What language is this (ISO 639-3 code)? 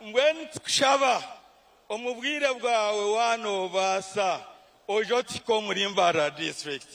nyn